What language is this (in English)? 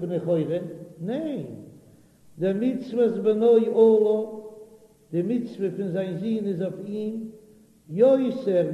Yiddish